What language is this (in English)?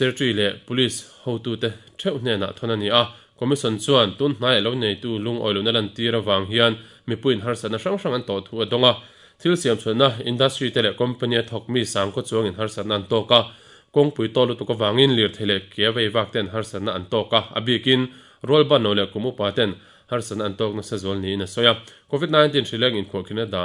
Mizo